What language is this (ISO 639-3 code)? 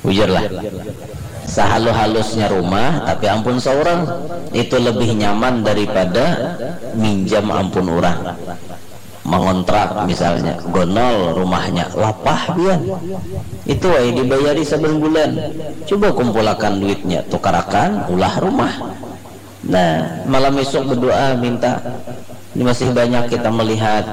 bjn